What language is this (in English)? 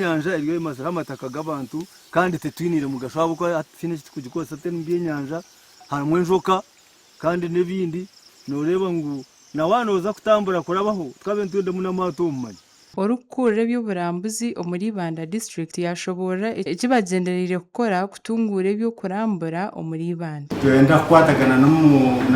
Nyankole